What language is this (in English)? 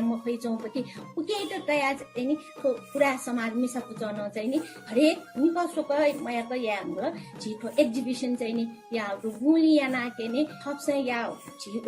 Newari